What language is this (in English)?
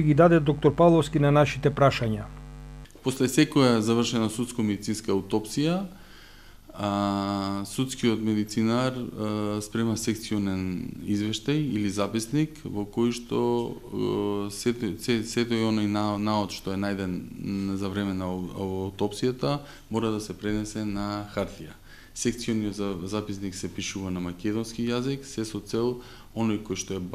Macedonian